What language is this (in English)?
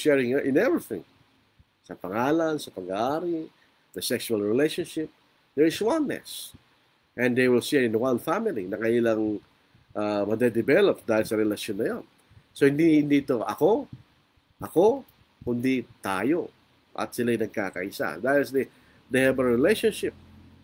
Filipino